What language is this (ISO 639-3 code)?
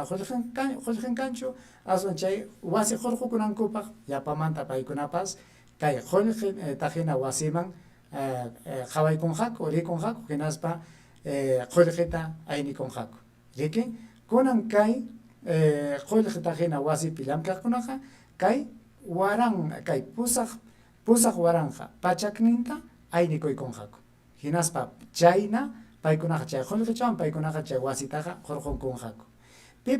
quy